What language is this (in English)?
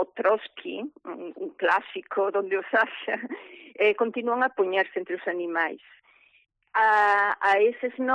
Galician